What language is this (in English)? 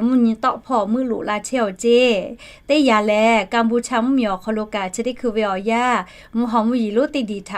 Lahu